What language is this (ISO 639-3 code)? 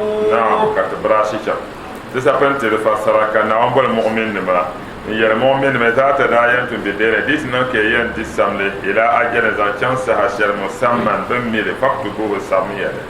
dag